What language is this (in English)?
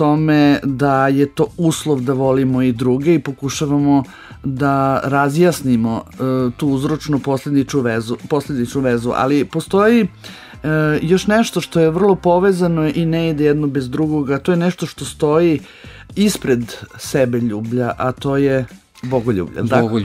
Serbian